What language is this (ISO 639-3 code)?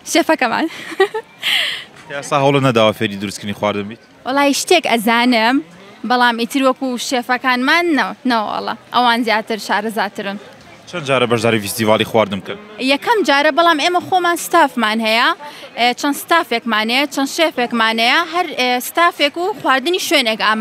ckb